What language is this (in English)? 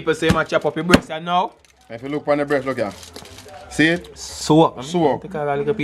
Jamaican Creole English